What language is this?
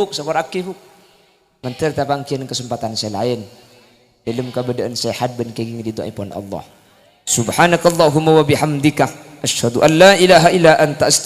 Madurese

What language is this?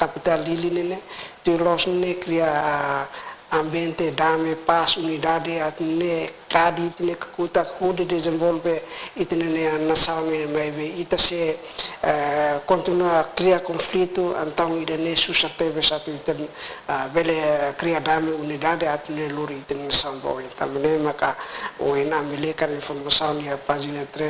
Tetum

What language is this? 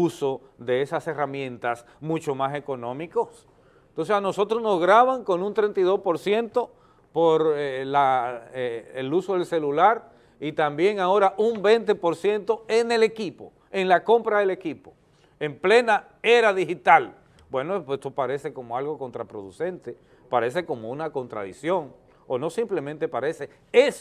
Spanish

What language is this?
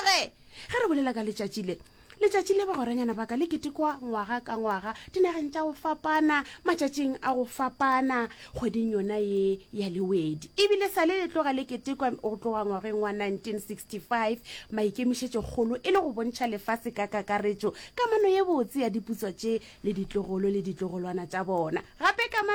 Northern Sotho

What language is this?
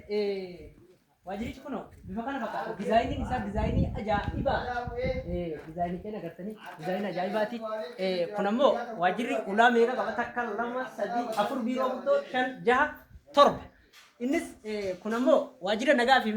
Oromo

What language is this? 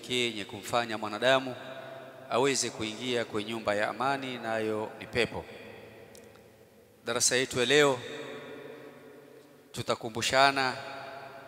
Swahili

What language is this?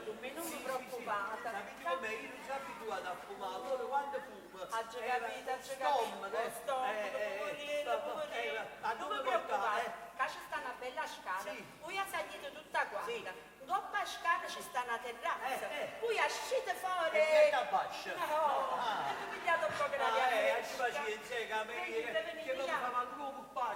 Neapolitan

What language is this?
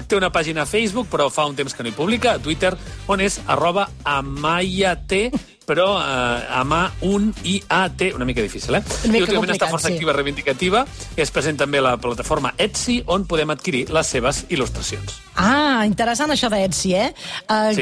Catalan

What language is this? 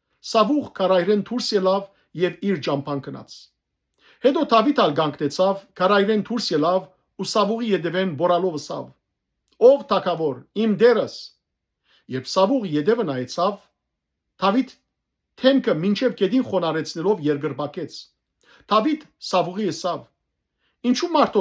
Western Armenian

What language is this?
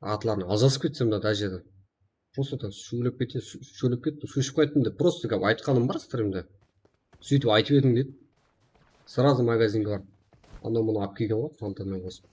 Kara-Kalpak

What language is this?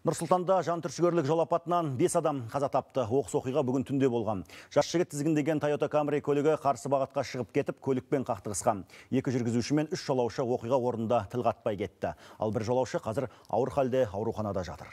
Kazakh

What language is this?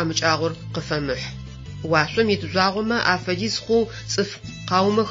Adyghe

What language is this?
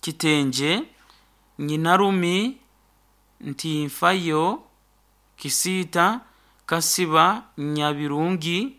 Nyoro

